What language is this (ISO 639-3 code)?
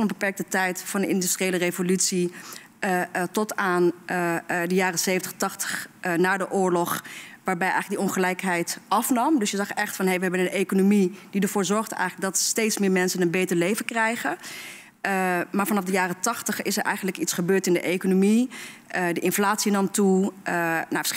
nld